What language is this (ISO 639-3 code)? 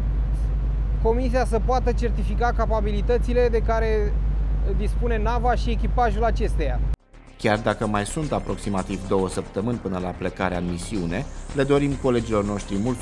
ron